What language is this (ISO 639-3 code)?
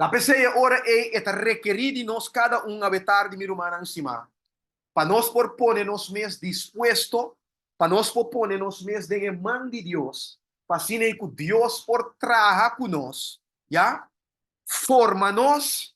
pap